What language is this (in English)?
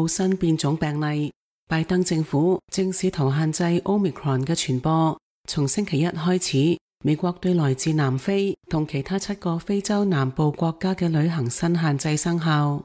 Cantonese